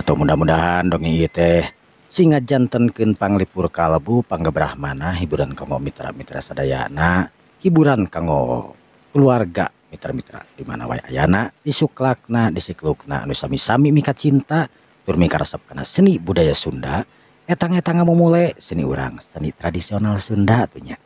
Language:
Sundanese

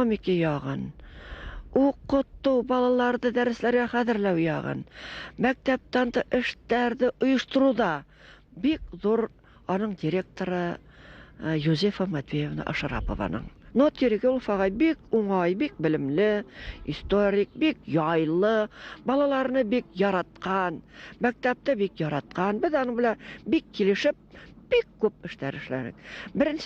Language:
Bashkir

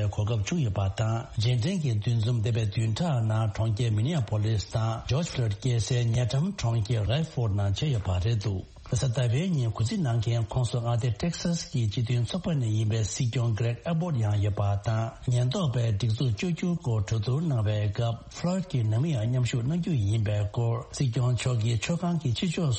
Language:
Tibetan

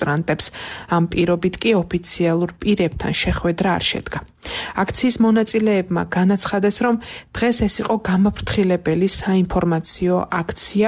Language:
Georgian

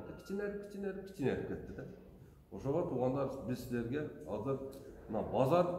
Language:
Kyrgyz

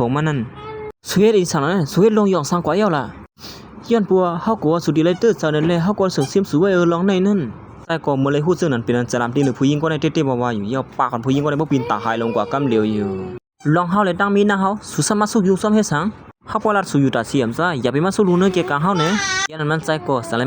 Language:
Shan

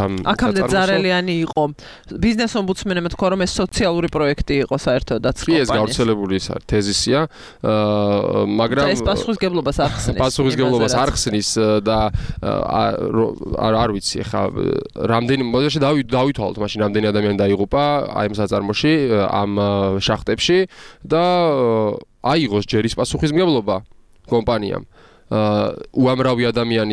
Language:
Georgian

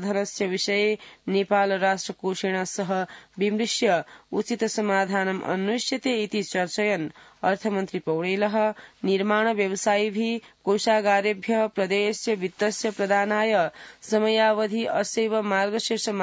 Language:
Sanskrit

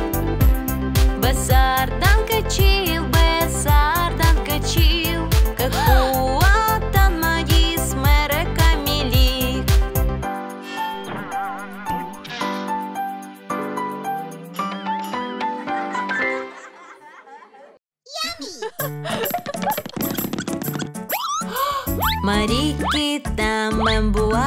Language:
Indonesian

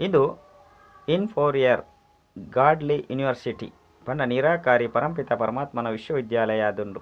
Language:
Tulu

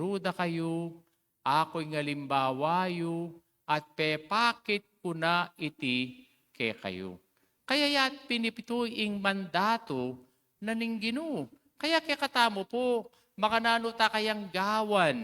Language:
Pampanga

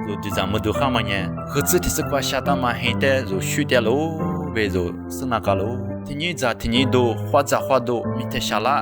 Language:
Lisu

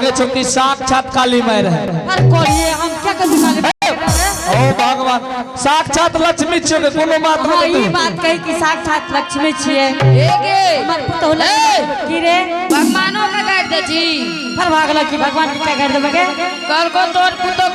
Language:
Angika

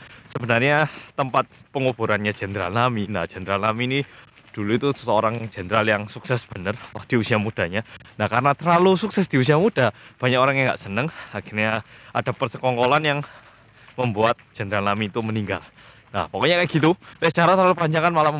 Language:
Indonesian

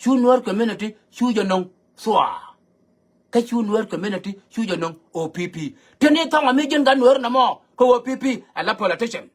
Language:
Nuer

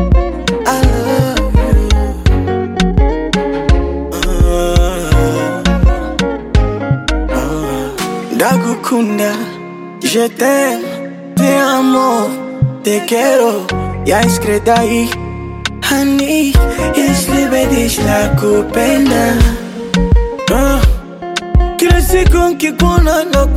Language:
Swahili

